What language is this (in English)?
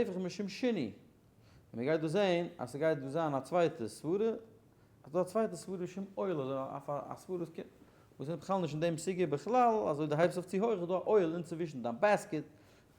Yiddish